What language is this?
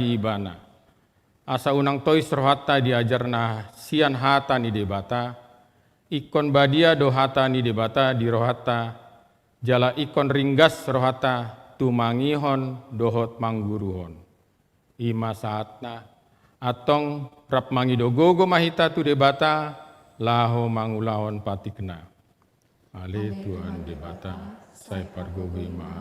Batak Toba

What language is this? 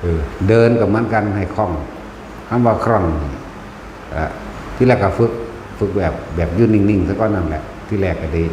Northeastern Thai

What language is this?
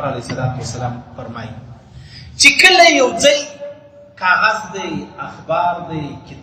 Pashto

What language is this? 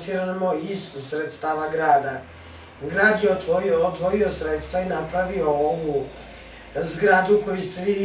Serbian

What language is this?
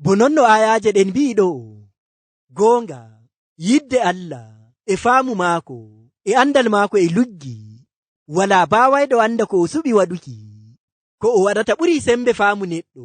Nigerian Fulfulde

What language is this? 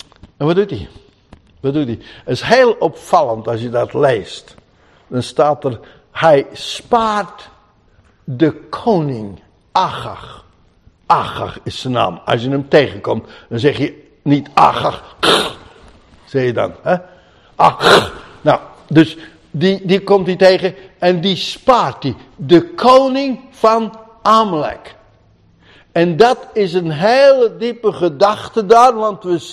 Dutch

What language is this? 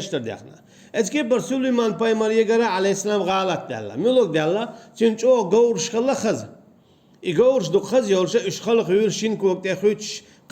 Chechen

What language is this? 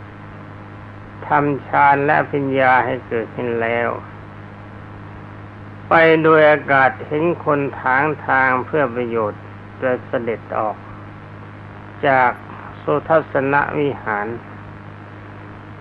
Thai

